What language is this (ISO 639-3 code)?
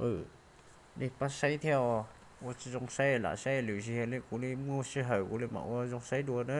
hmn